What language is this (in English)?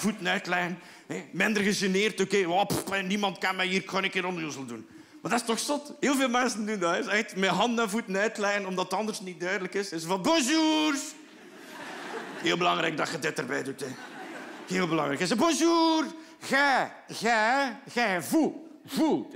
Dutch